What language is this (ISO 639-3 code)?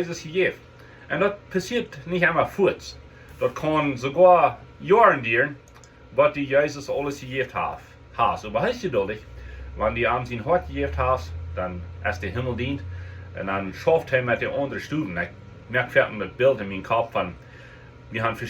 pdt